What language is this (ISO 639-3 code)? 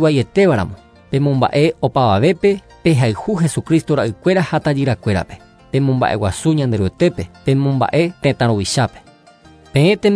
grn